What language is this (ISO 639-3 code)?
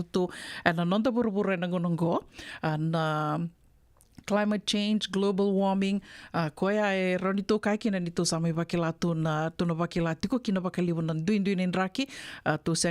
fij